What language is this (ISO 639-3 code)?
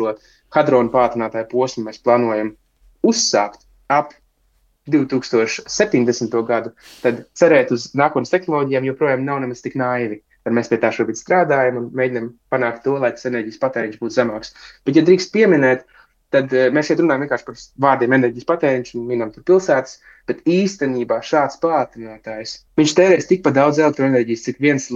lav